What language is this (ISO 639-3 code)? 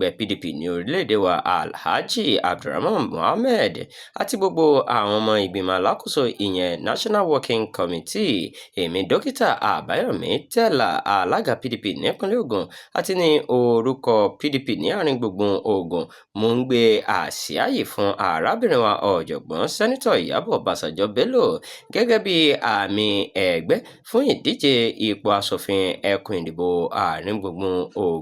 yor